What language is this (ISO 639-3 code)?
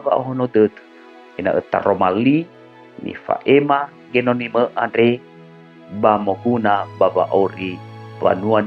nia